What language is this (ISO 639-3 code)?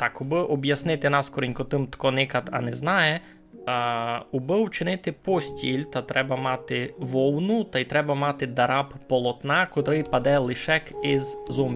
rue